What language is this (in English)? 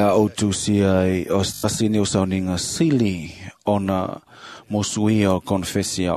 Samoan